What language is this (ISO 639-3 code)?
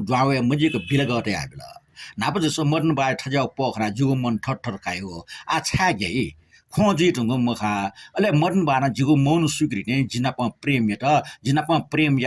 new